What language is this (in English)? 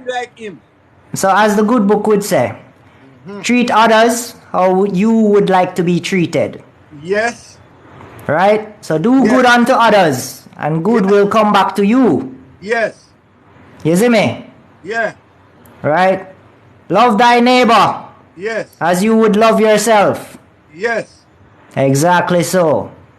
Jamaican Creole English